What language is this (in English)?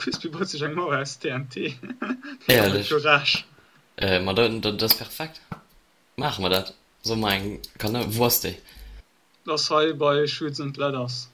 Luxembourgish